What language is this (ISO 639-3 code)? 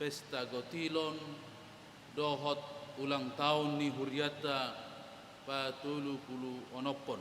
bbc